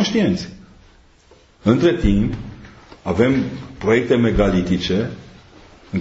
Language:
Romanian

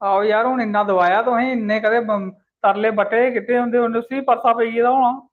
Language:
Dogri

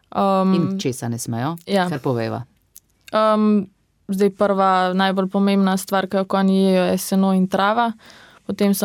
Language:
Slovenian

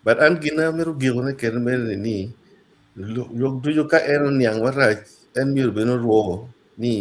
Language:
Acoli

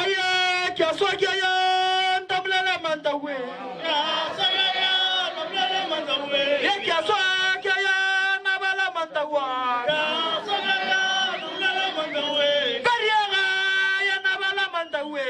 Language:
Northern Sotho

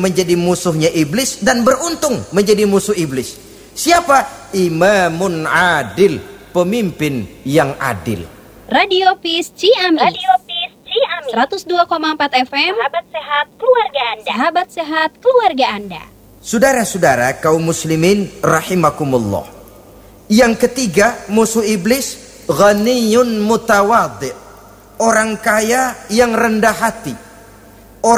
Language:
Indonesian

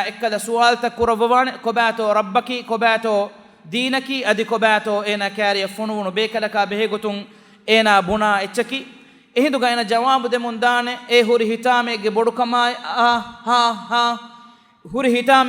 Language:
Divehi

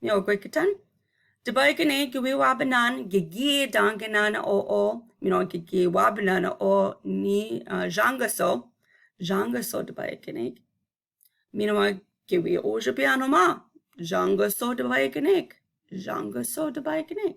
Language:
Chippewa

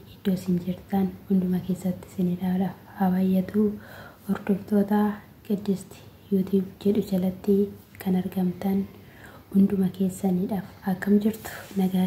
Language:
Oromo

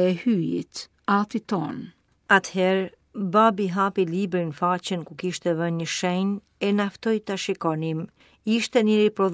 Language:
Albanian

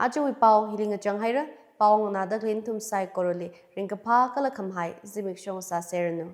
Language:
Tangkhul Naga (India)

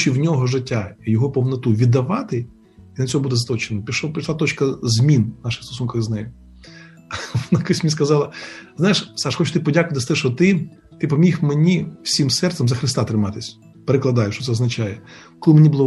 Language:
Ukrainian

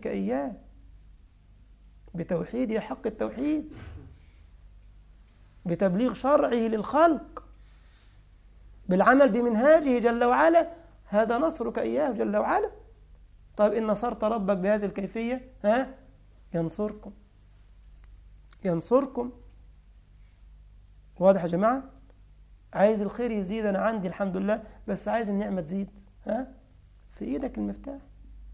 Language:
Egyptian Arabic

